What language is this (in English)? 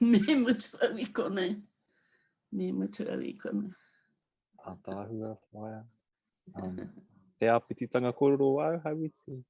Māori